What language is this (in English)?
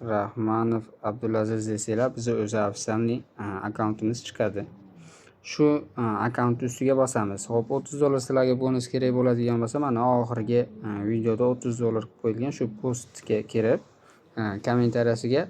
Uzbek